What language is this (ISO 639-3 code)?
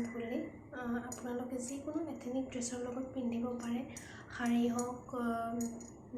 asm